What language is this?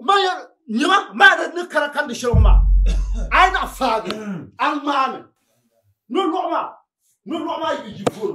Dagbani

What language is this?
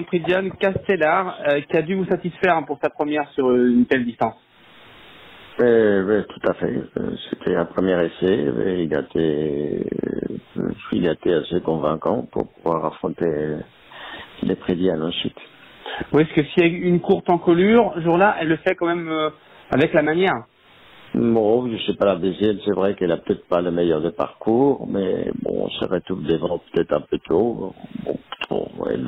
French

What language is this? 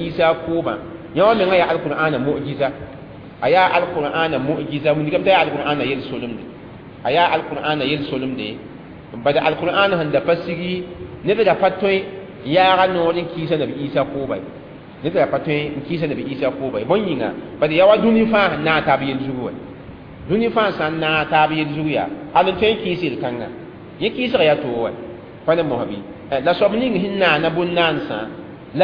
Mossi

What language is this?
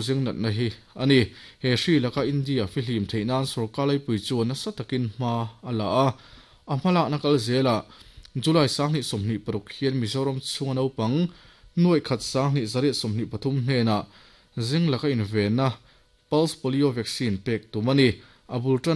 Mizo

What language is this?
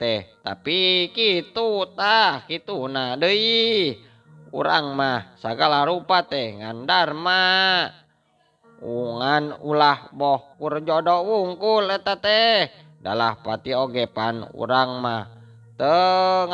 Sundanese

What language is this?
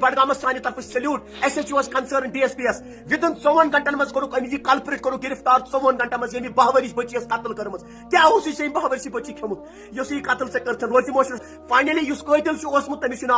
Kashmiri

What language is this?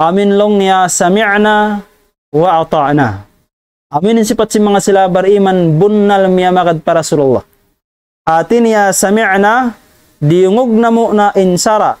Tausug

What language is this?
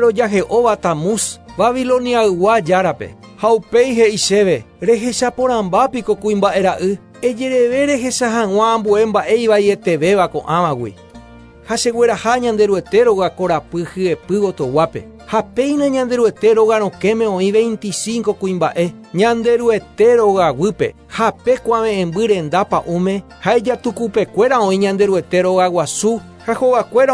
Guarani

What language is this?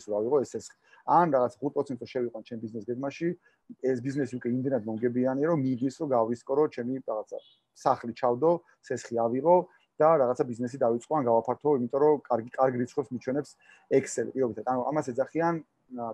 Georgian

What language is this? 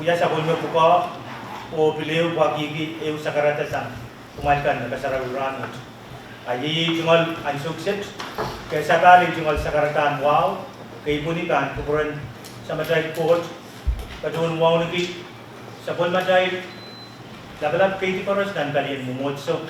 Pohnpeian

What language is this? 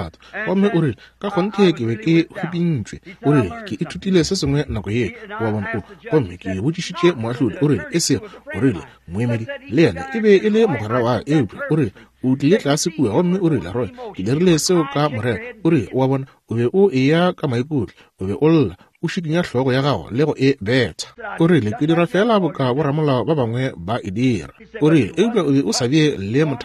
Northern Sotho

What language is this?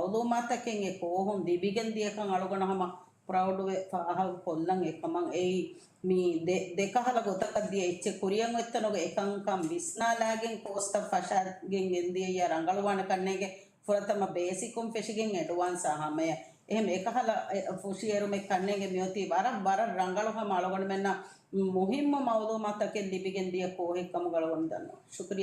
Divehi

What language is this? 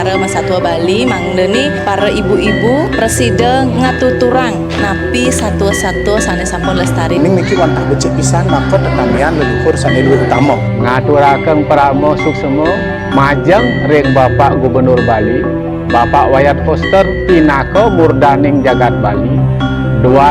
Balinese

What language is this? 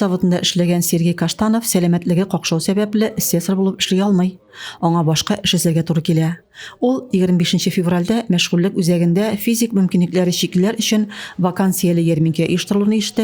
Tatar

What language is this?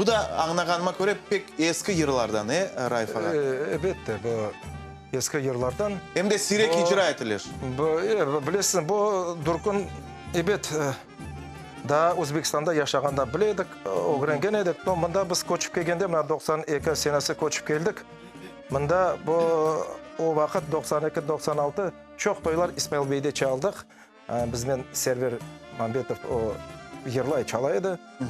Crimean Tatar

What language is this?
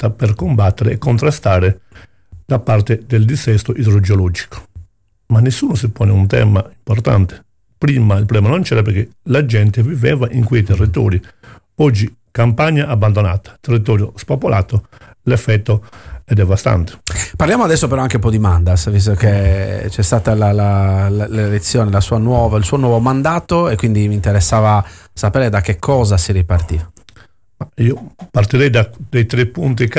Italian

